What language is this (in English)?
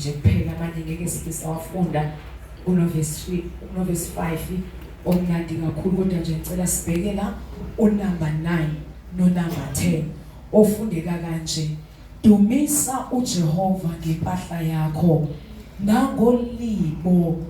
Zulu